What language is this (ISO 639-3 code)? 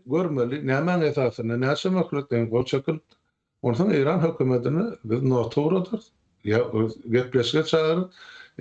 tuk